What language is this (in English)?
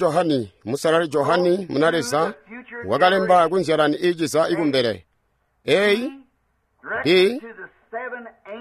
Tonga (Zambia)